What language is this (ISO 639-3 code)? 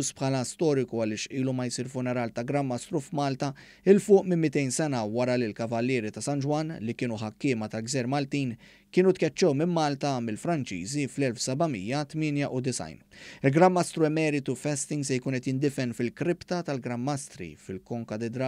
mlt